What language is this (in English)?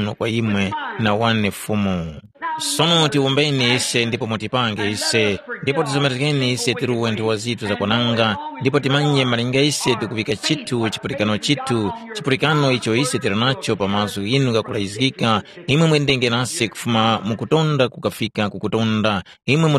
Tumbuka